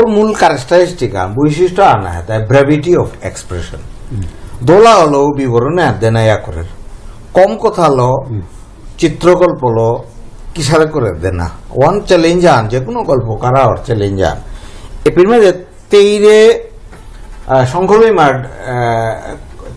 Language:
Bishnupriya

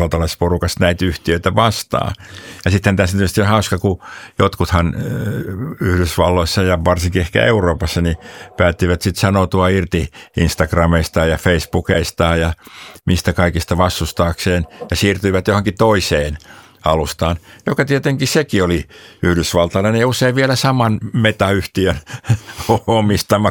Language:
Finnish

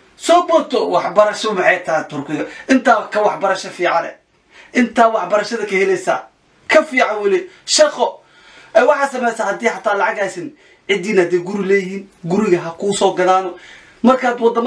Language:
Somali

